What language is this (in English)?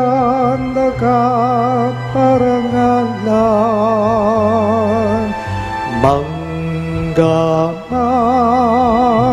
Pampanga